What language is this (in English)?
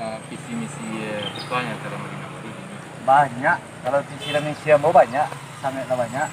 Minangkabau